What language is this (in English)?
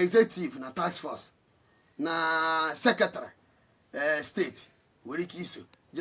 Igbo